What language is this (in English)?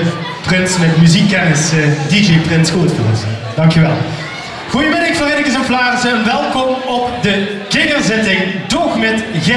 Limburgish